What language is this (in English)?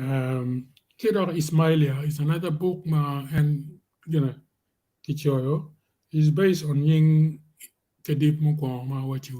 Acoli